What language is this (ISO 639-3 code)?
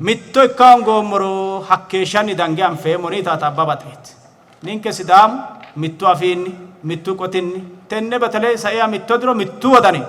sid